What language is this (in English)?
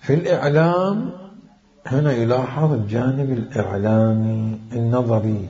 Mesopotamian Arabic